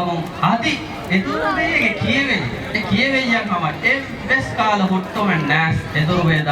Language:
Divehi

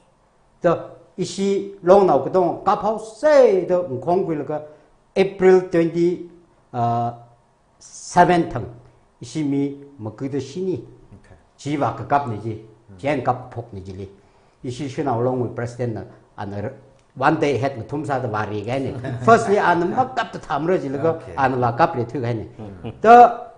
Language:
Tangkhul Naga (India)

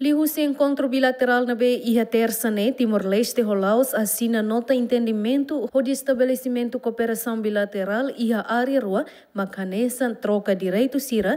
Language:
Tetum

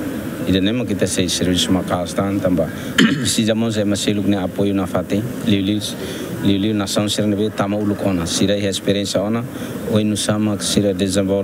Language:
Tetum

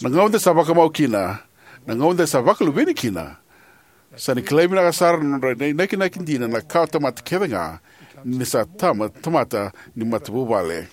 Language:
Fijian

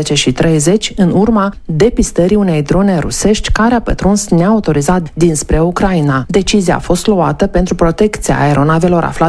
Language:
Romanian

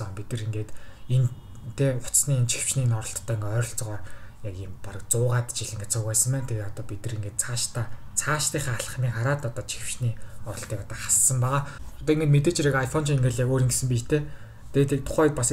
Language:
Mongolian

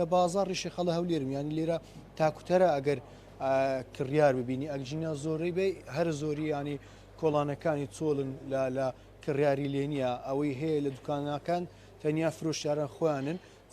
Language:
Central Kurdish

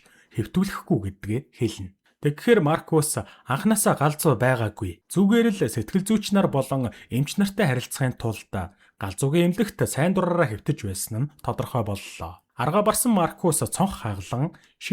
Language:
Mongolian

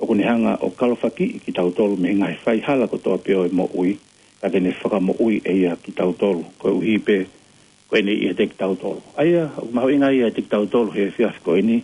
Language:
Tongan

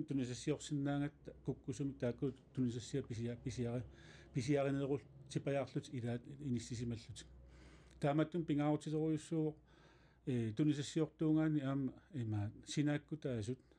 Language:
Kalaallisut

